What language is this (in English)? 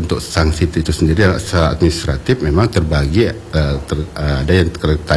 Indonesian